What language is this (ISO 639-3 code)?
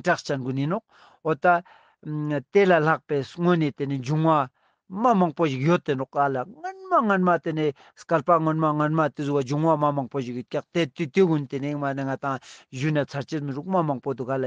lbj